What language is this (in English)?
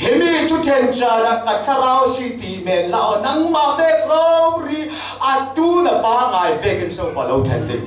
Falam Chin